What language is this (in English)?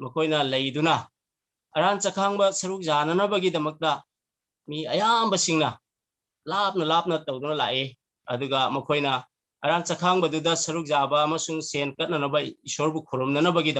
Manipuri